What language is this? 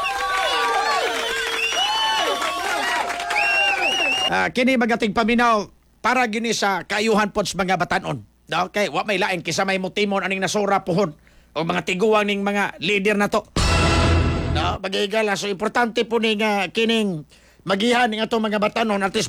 Cebuano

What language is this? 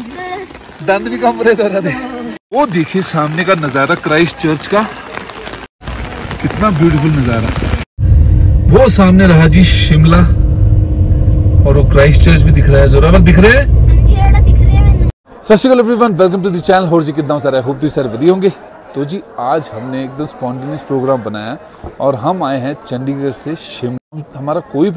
Hindi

